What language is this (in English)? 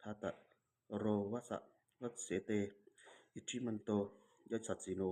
Pali